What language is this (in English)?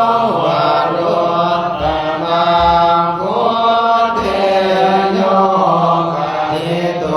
Pali